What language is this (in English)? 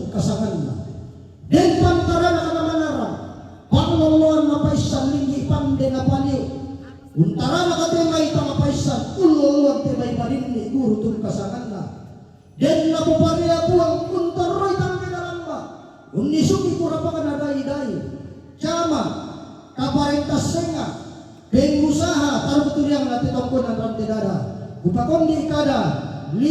Toraja-Sa'dan